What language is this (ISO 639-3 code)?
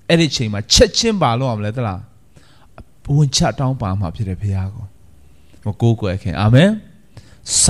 mya